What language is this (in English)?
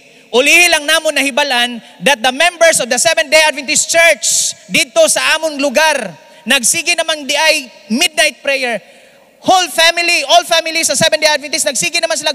Hiligaynon